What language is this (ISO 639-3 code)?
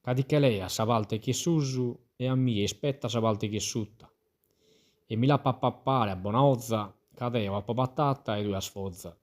srd